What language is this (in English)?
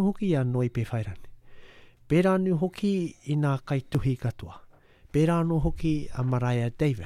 Māori